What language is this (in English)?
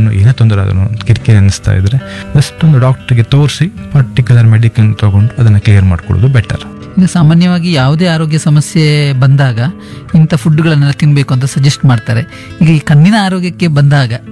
Kannada